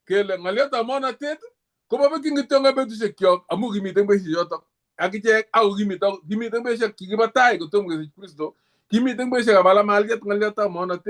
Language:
Kalenjin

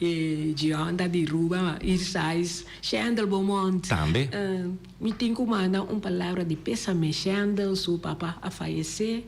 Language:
Papiamento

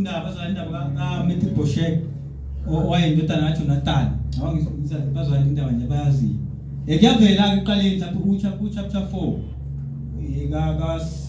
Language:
Zulu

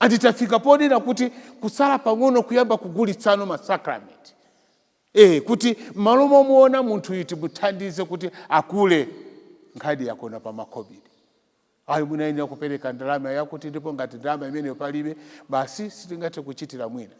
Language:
Nyanja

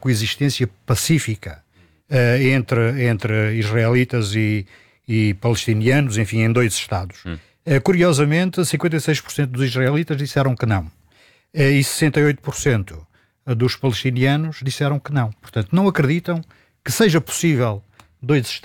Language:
Portuguese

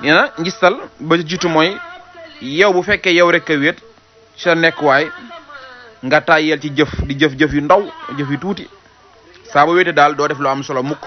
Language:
Wolof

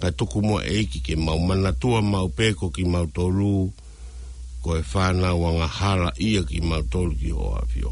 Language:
Tongan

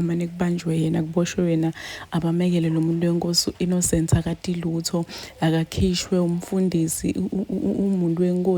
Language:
Zulu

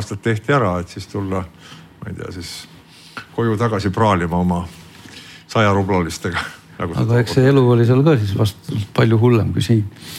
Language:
Estonian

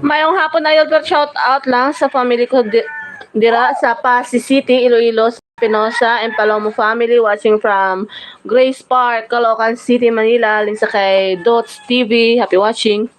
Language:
Hiligaynon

